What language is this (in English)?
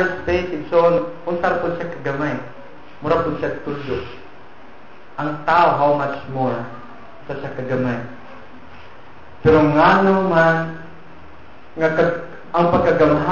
Cebuano